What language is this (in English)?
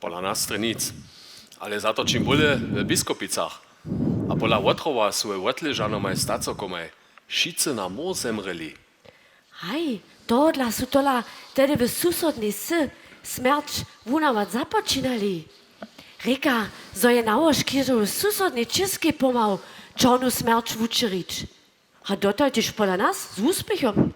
Upper Sorbian